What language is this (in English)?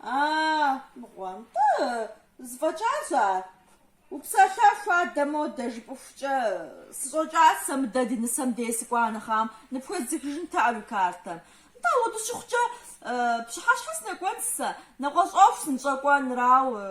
Kabardian